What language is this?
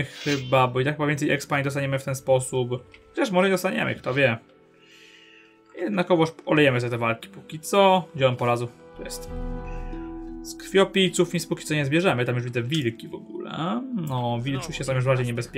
Polish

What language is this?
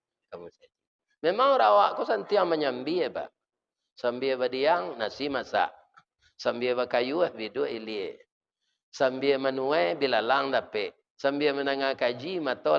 Minangkabau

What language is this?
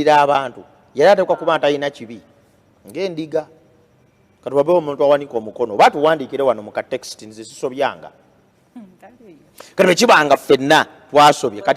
Ganda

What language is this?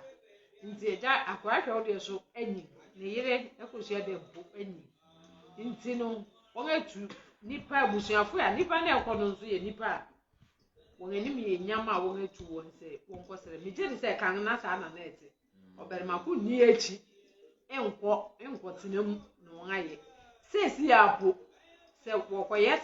Akan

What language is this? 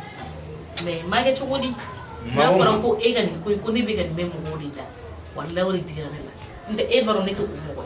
Bambara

